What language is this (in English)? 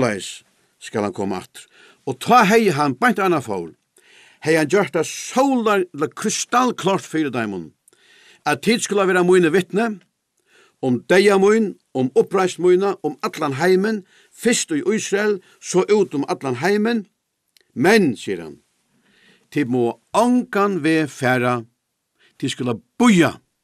Faroese